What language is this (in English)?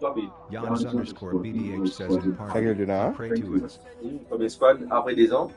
Morisyen